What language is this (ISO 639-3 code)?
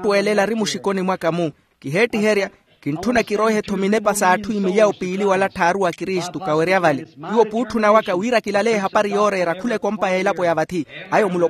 vmw